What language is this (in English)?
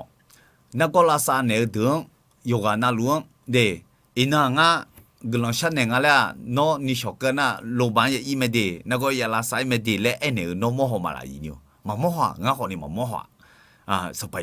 Akha